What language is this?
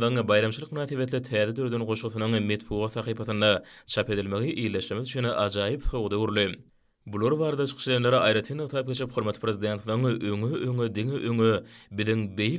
Turkmen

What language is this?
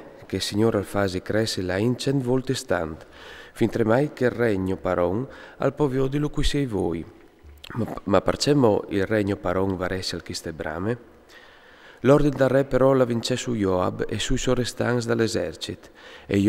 Friulian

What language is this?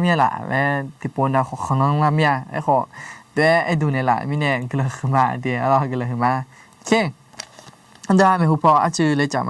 Akha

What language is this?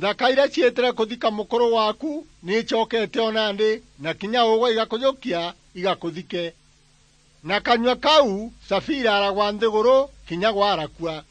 Meru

